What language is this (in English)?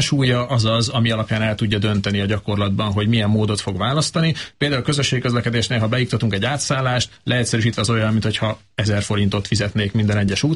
Hungarian